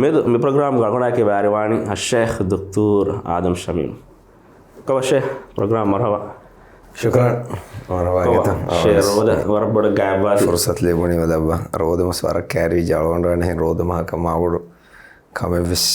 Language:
Divehi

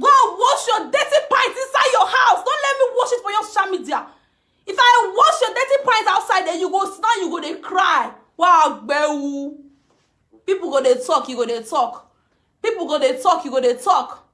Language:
Nigerian Pidgin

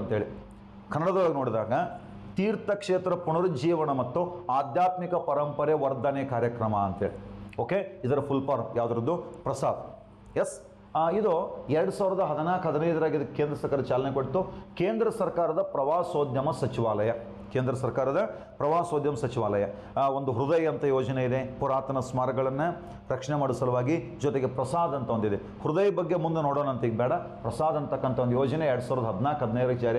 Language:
Kannada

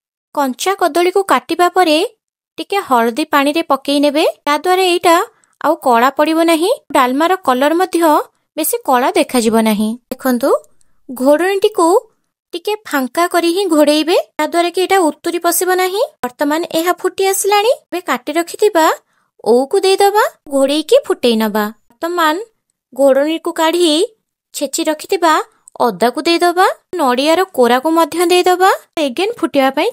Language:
Odia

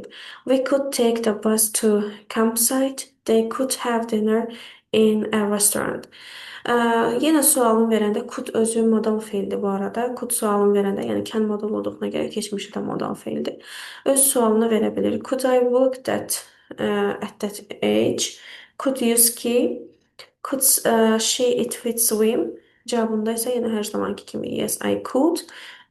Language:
Azerbaijani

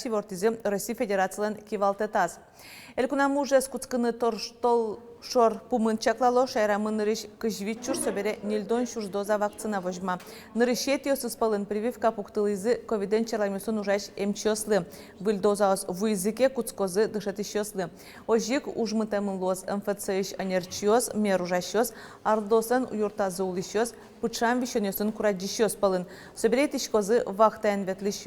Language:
Udmurt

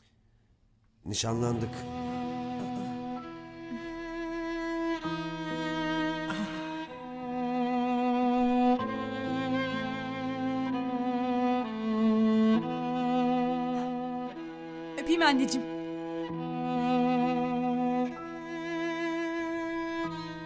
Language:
Turkish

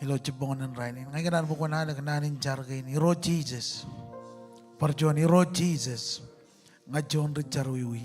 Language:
Marshallese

